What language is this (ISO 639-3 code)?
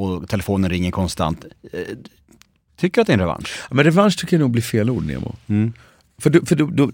swe